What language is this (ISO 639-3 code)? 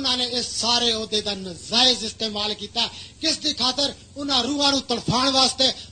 pan